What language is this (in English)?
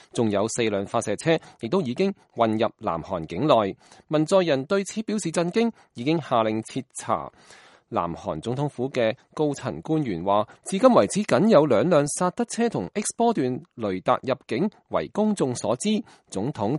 Cantonese